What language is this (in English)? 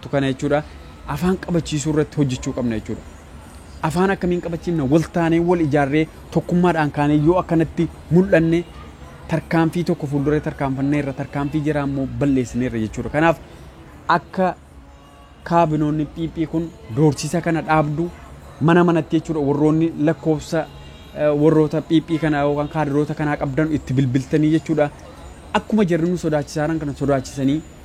Oromo